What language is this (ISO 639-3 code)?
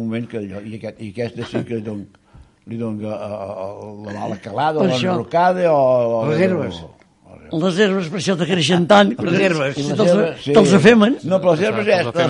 cat